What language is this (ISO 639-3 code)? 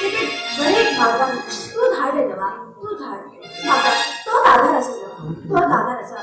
kok